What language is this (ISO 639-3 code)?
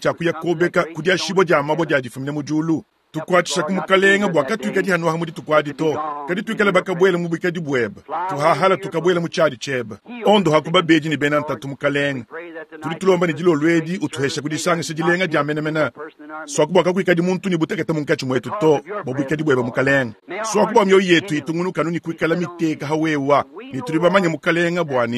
lua